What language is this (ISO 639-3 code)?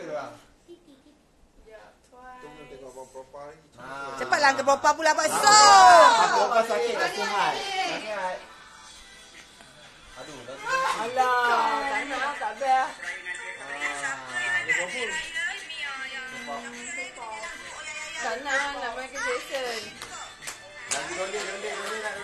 msa